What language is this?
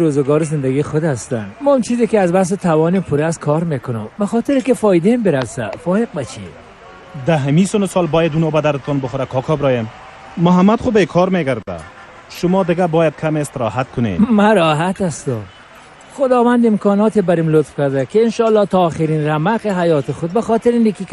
Persian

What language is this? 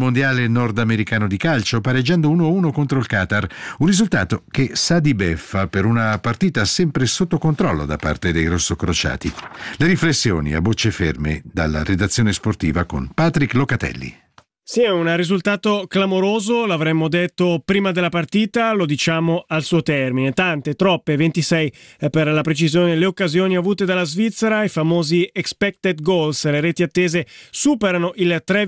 Italian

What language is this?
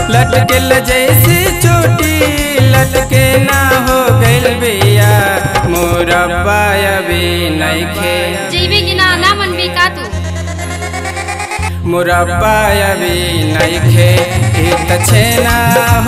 Bhojpuri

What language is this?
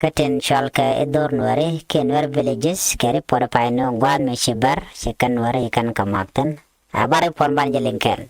Nuer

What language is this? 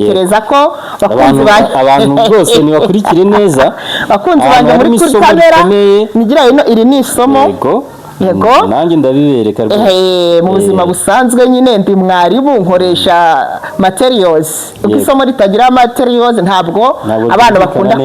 Kinyarwanda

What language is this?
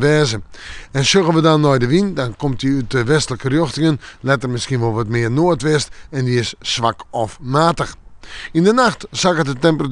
Western Frisian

